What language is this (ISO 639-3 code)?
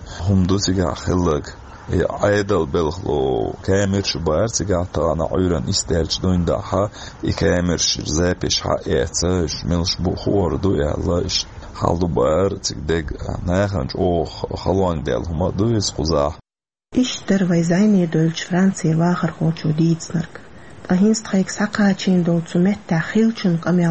che